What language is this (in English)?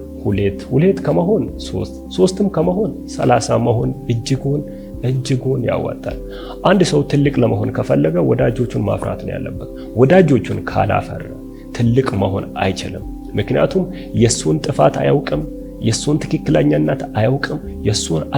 Amharic